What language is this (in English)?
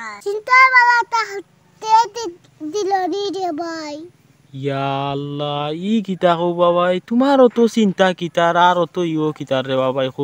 Sylheti